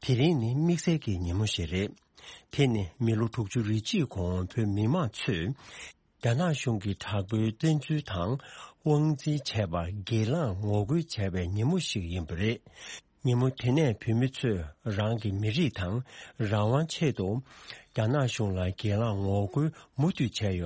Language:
Tibetan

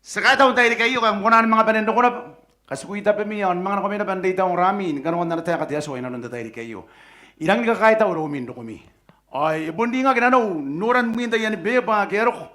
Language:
Gilbertese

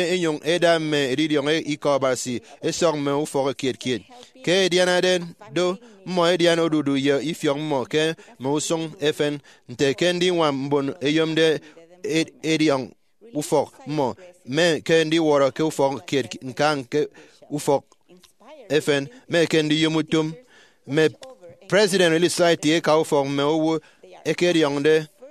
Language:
Efik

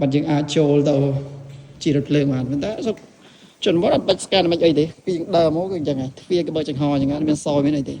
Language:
Khmer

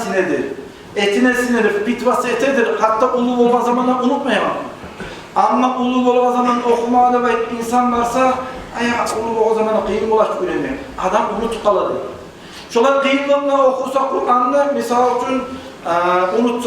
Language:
Kumyk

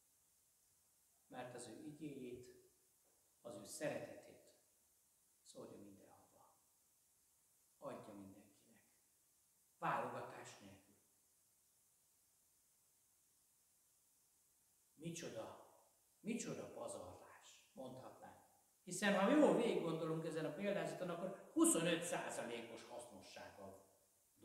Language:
Hungarian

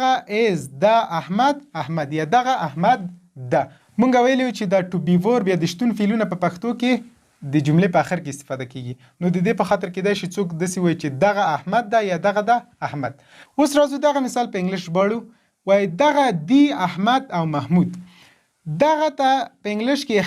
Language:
Pashto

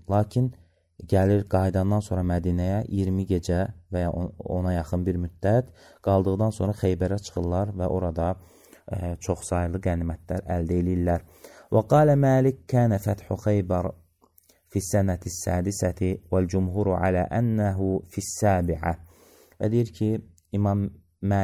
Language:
Azerbaijani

